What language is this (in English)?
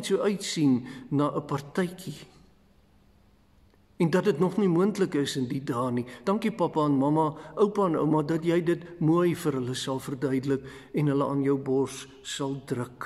Afrikaans